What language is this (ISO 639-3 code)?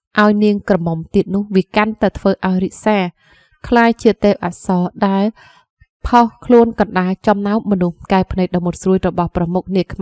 khm